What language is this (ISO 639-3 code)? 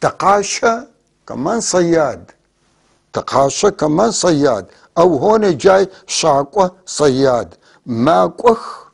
apc